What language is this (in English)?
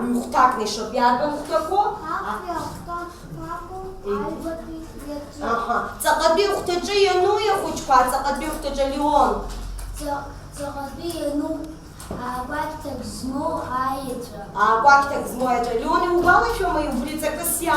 Abkhazian